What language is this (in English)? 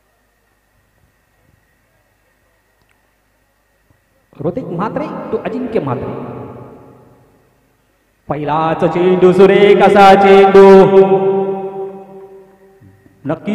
Marathi